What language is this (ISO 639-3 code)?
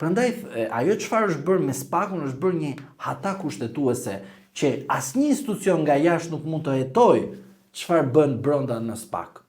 sqi